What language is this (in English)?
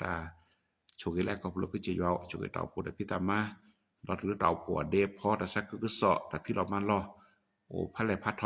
S'gaw Karen